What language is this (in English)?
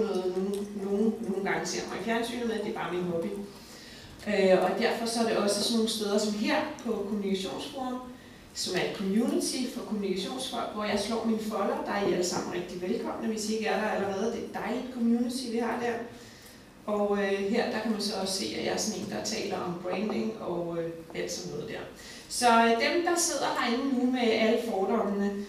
Danish